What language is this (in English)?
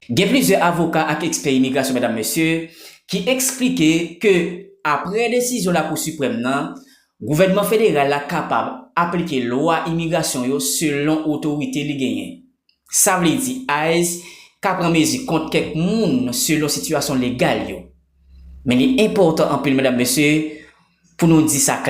Haitian Creole